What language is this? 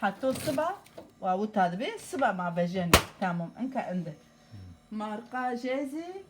Zaza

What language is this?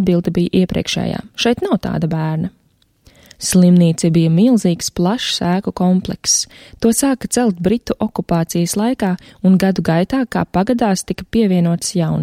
Latvian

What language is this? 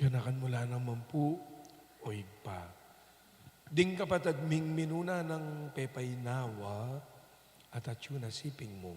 Pampanga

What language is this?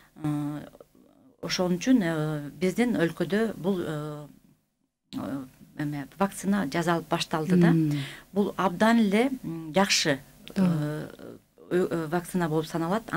Kyrgyz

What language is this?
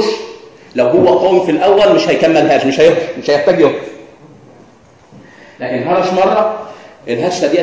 Egyptian Arabic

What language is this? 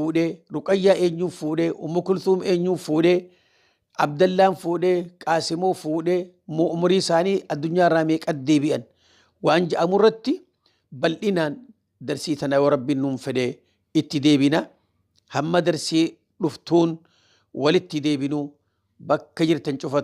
Oromo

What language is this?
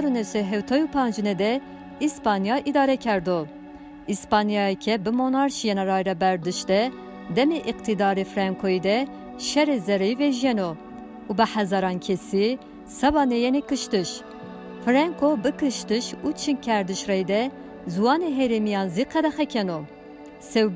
Zaza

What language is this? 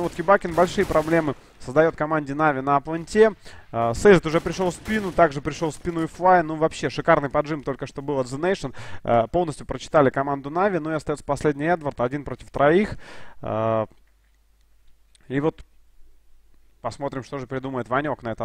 Russian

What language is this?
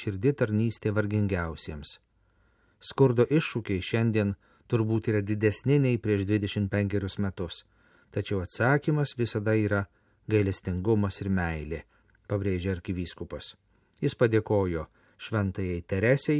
Lithuanian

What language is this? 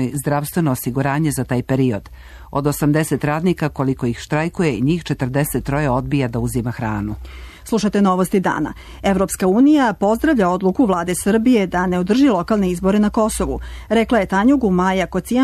Serbian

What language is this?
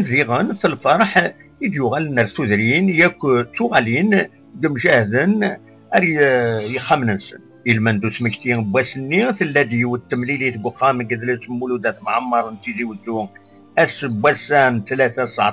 Kabyle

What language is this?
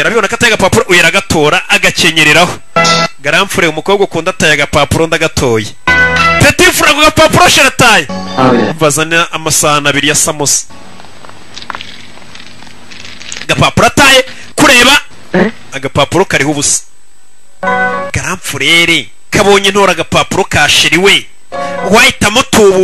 Kinyarwanda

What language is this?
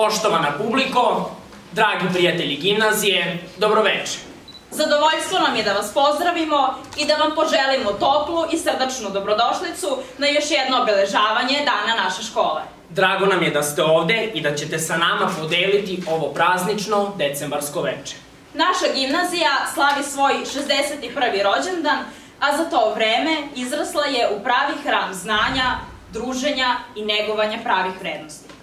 Serbian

